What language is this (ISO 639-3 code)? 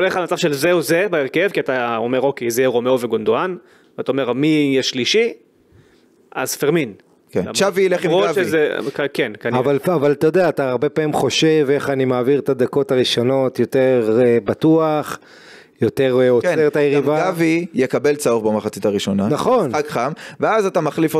heb